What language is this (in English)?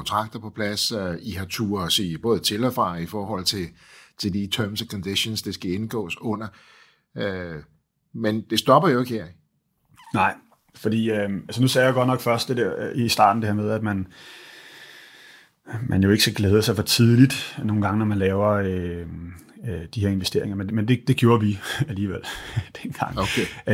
Danish